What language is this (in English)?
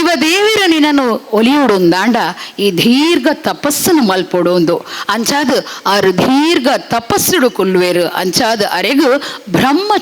Tulu